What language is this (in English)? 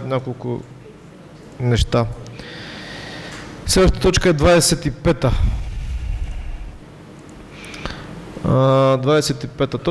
Bulgarian